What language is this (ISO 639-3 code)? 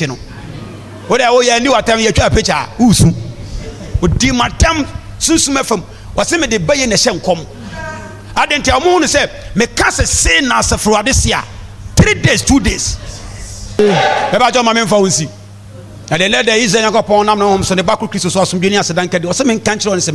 aka